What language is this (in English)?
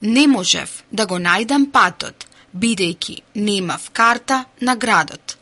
Macedonian